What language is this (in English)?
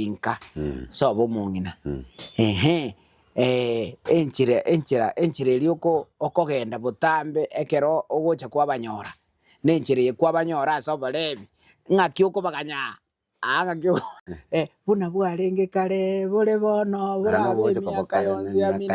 Gusii